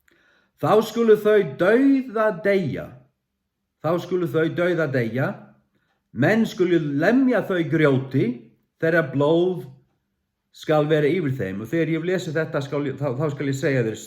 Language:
Faroese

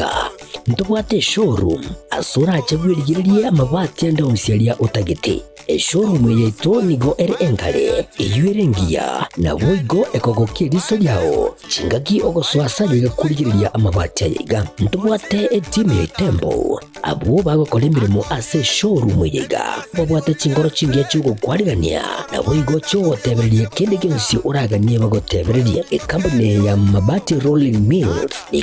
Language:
Gusii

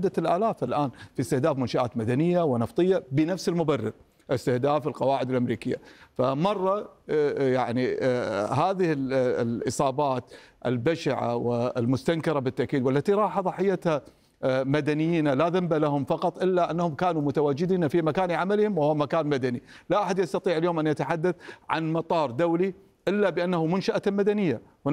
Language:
Arabic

